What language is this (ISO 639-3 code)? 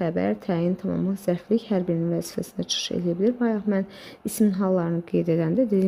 aze